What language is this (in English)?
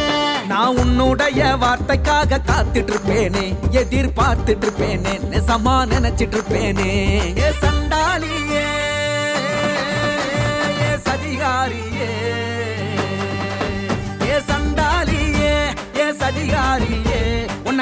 Tamil